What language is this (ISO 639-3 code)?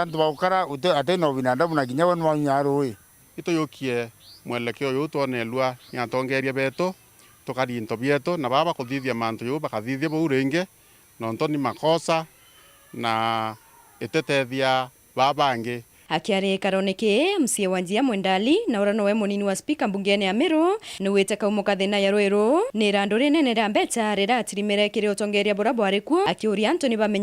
mer